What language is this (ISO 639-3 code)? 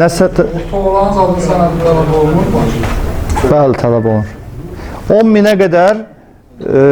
aze